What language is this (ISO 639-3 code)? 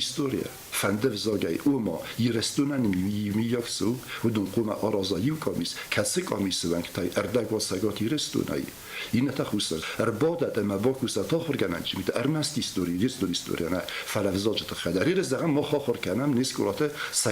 oss